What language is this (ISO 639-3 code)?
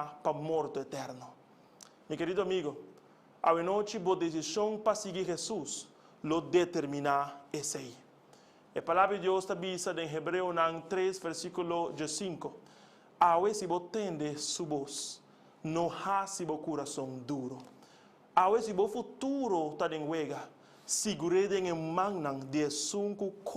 pap